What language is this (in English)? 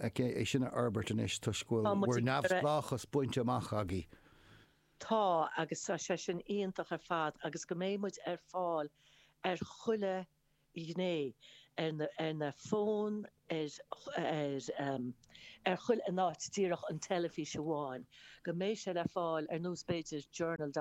Irish